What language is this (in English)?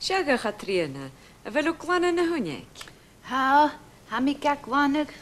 Scottish Gaelic